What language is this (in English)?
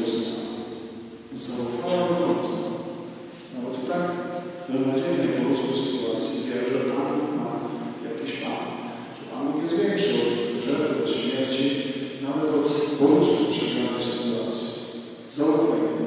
Polish